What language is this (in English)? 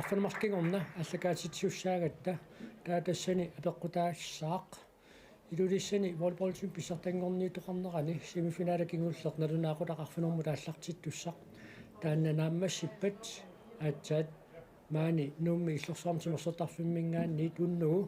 Kalaallisut